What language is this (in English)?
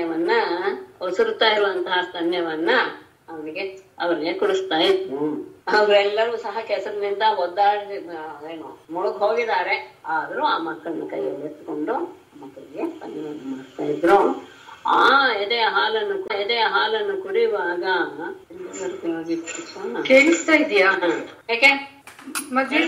Kannada